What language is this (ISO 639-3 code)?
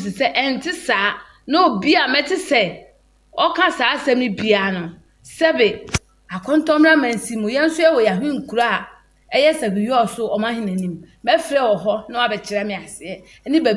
aka